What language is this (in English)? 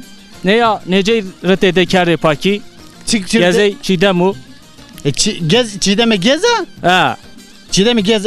Zaza